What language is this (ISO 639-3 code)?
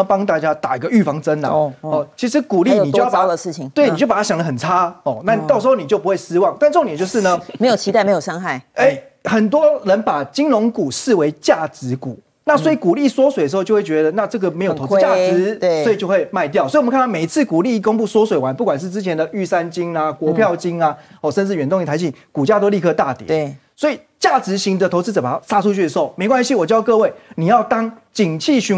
zho